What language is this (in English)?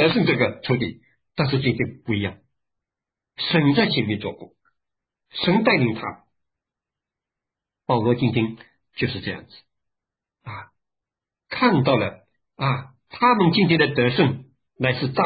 Chinese